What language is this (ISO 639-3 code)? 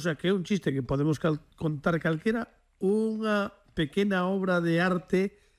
glg